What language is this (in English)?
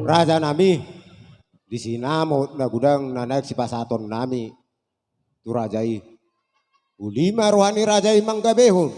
Batak Toba